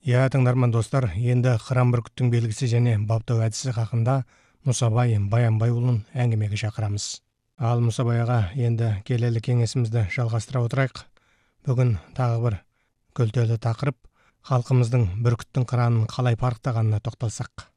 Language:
Kazakh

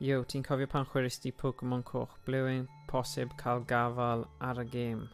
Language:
Welsh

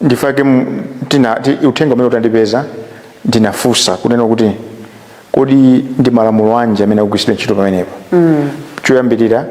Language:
Nyanja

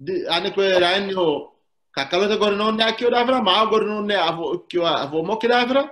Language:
Sidamo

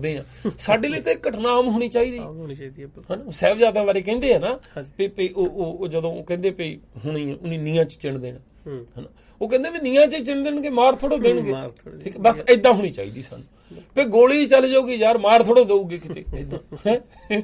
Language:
Punjabi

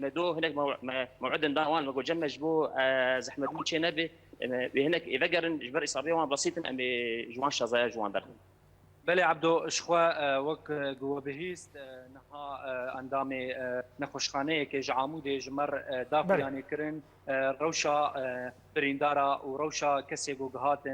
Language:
Kurdish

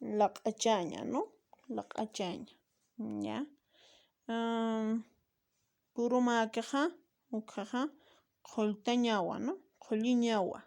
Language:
Aymara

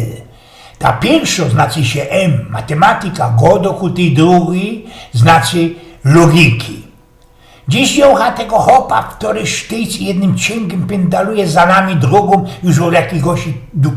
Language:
Silesian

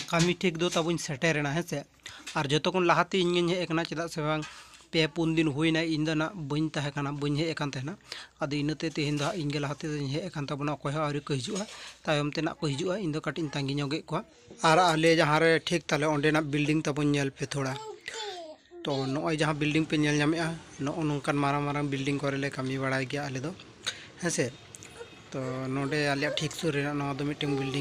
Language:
Santali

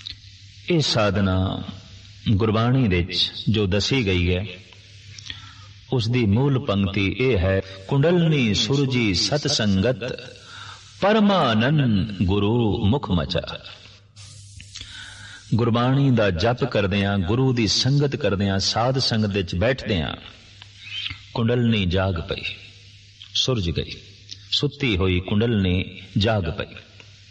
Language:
Punjabi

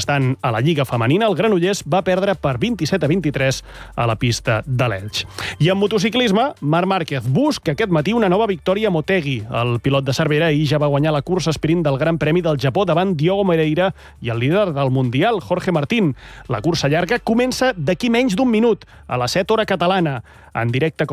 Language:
Catalan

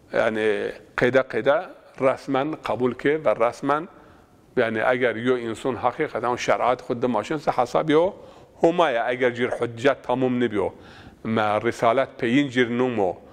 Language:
Zaza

